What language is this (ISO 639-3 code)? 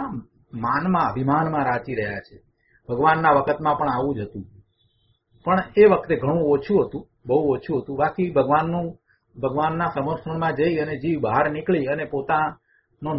guj